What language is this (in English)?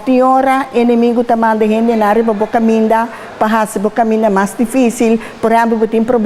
Papiamento